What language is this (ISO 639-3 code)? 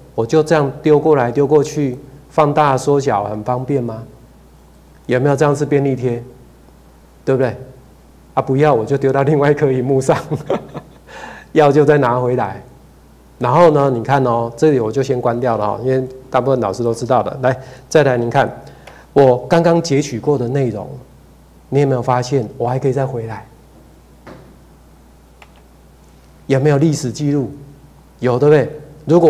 zho